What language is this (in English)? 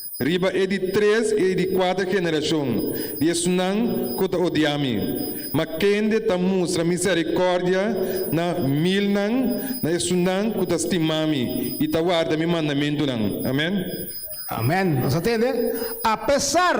Papiamento